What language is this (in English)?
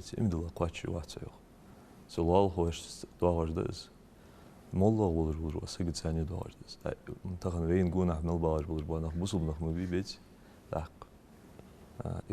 Ingush